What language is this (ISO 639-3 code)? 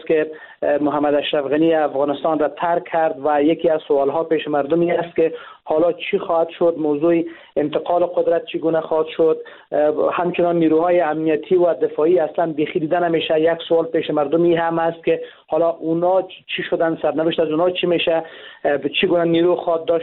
fas